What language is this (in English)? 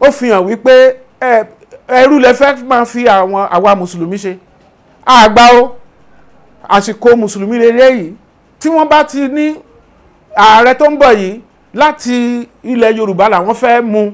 Yoruba